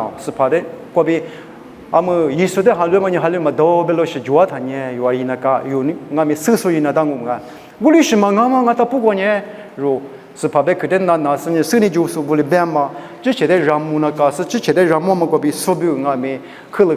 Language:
Lisu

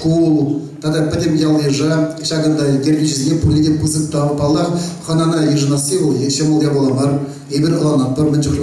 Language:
Chuvash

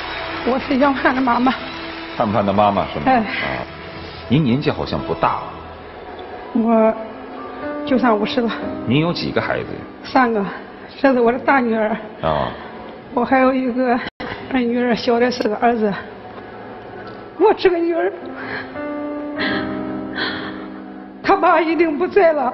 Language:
Chinese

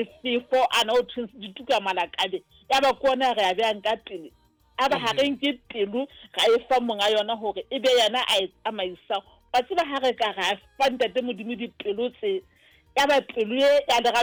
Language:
Southern Sotho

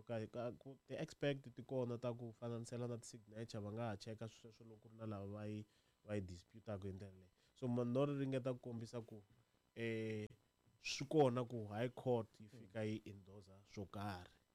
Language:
Tsonga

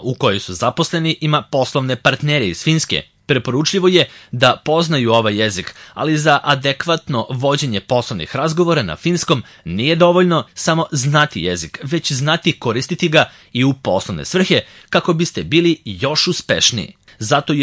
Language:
Serbian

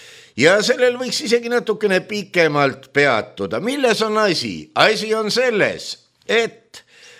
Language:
Estonian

